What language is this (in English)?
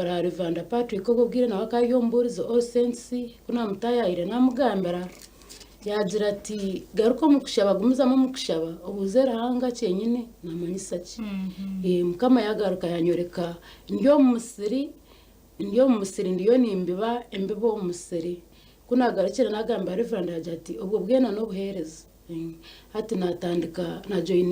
Nyankole